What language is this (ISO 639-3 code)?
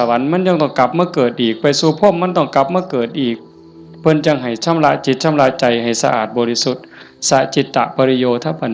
tts